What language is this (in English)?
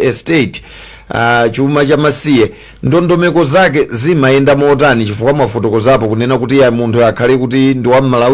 Nyanja